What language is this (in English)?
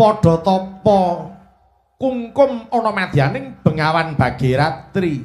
Javanese